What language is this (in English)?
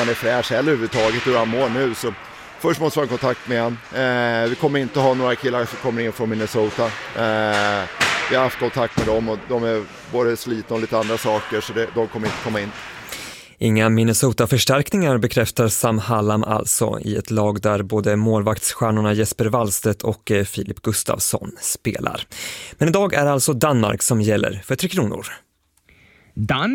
Swedish